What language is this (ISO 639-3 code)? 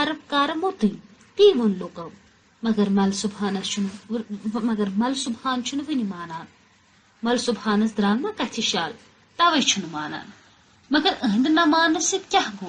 kas